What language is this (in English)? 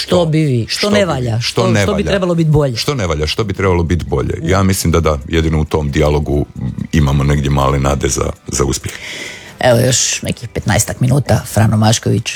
Croatian